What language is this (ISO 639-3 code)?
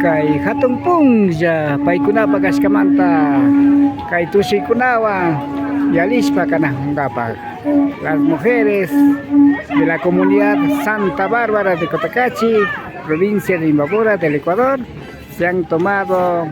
qvi